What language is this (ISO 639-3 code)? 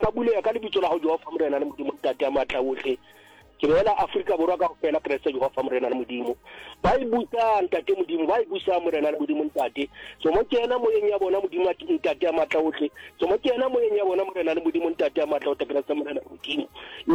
sot